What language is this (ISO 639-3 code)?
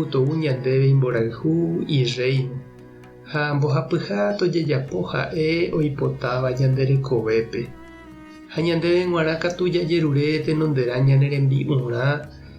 grn